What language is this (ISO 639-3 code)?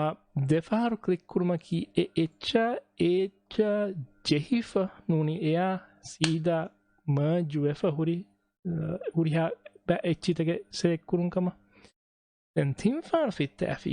div